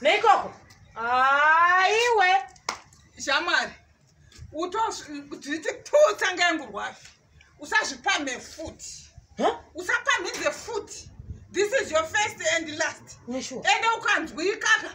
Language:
Shona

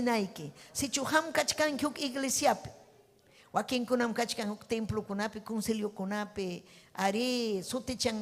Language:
Ayacucho Quechua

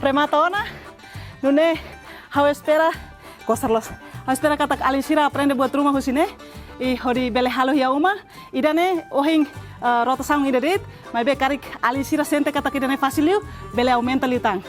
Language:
Tetum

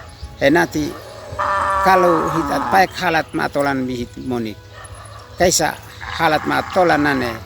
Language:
Uab Meto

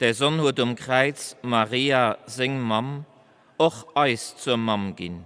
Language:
Luxembourgish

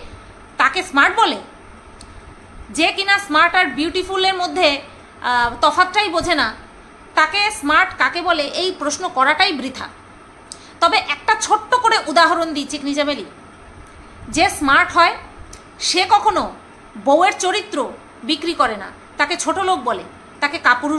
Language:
Bangla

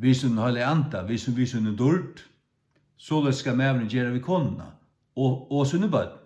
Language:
Faroese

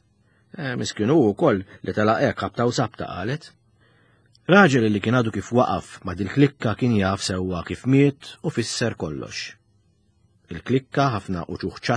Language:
Maltese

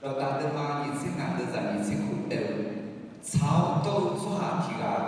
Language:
Akha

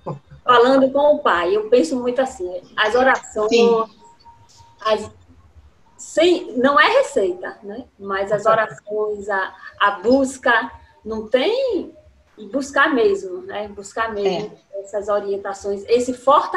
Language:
Portuguese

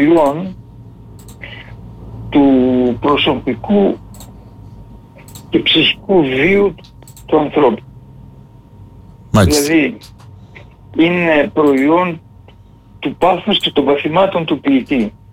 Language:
Greek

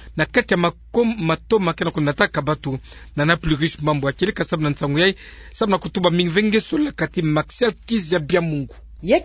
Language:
Kituba (Democratic Republic of Congo)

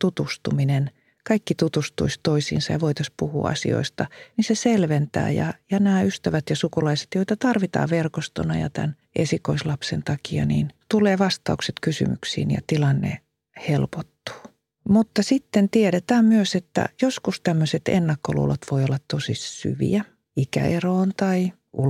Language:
Finnish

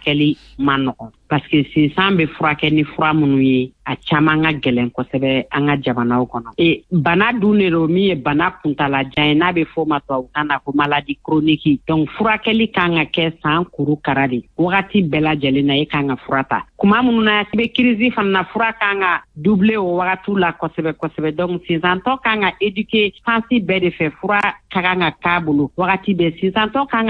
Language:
Bambara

